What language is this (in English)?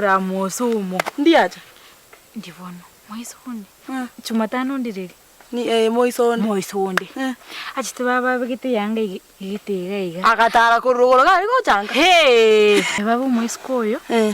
Gusii